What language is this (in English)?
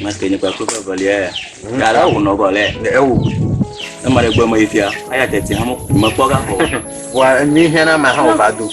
Ewe